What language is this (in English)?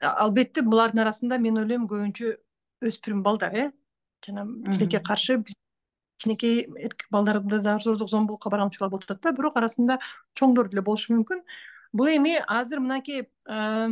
Kyrgyz